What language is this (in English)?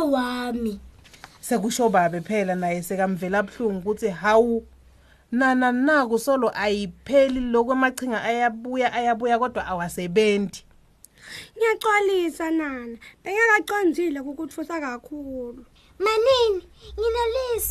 Swati